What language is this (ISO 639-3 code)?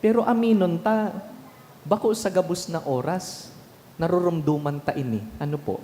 bik